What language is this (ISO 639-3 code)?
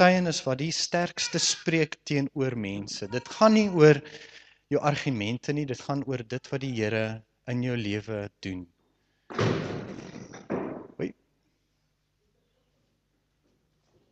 afr